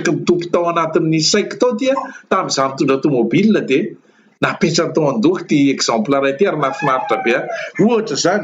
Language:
Malagasy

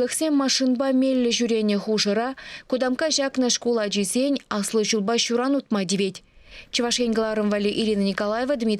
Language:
Chuvash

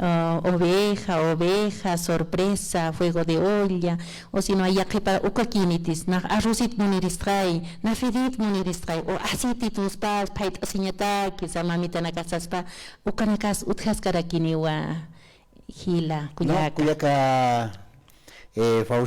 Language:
Aymara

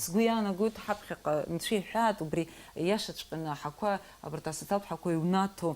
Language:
Abkhazian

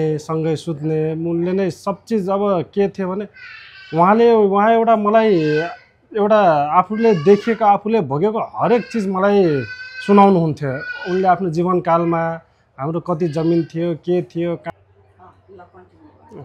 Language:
Nepali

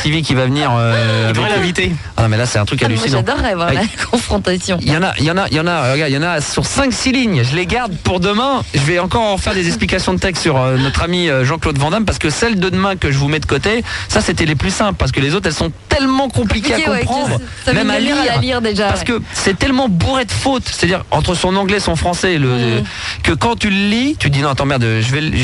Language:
French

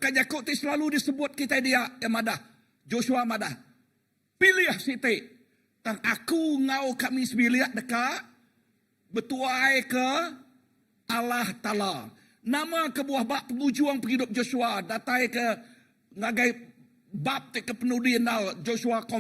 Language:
Iban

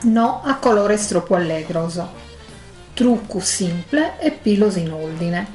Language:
Sardinian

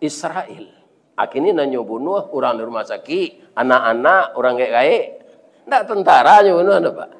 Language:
Minangkabau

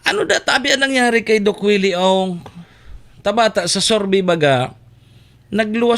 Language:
Bikol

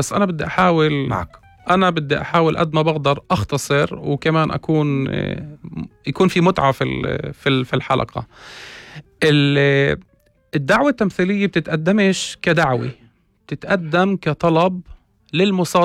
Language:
North Levantine Arabic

